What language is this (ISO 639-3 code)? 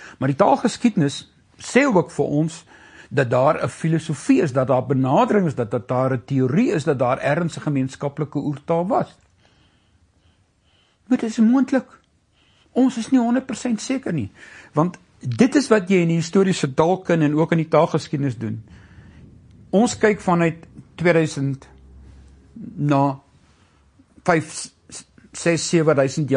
afr